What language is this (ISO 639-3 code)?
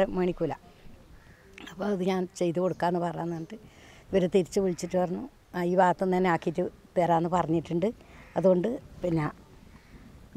mal